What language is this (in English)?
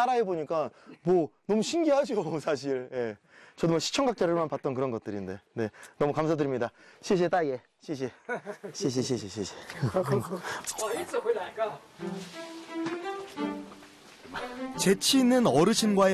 Korean